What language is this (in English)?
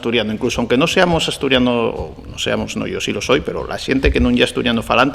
Asturian